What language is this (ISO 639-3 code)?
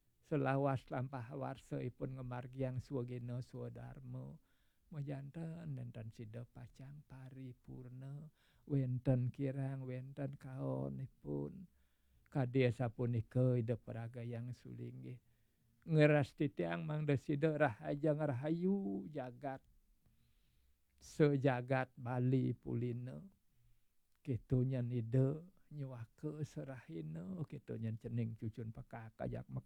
ban